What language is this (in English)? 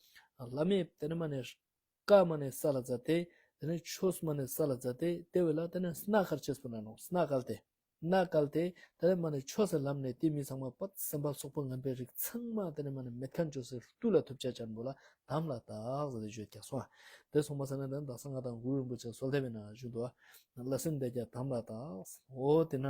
Ladakhi